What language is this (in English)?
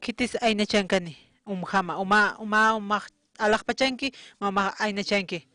Aymara